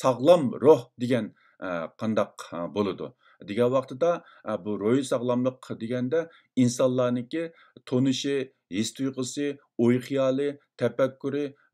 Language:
Uyghur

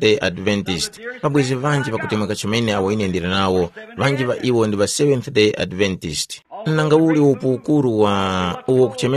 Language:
Tumbuka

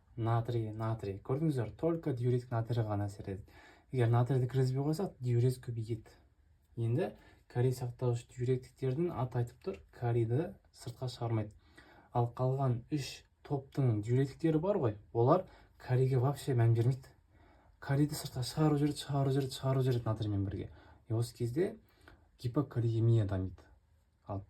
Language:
Kazakh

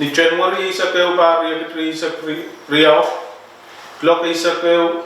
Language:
Pohnpeian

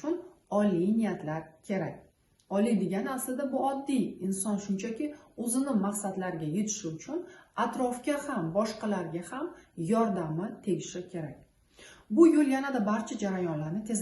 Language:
Uzbek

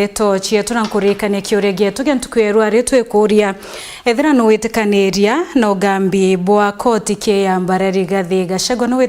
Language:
Meru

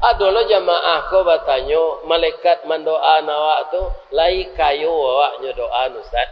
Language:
Minangkabau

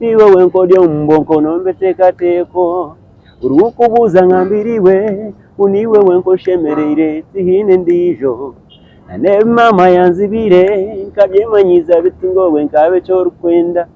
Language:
Nyankole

